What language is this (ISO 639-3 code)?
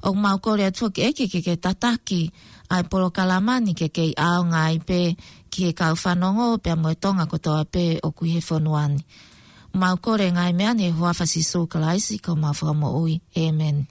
ton